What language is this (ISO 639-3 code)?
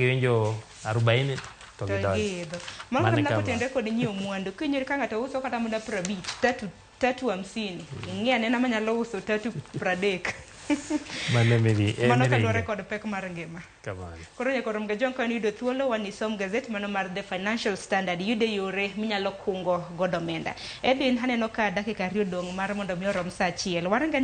luo